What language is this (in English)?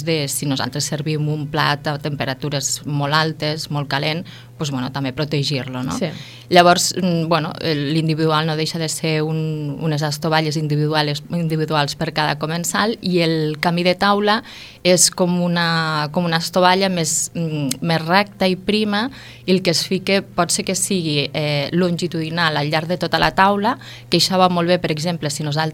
Catalan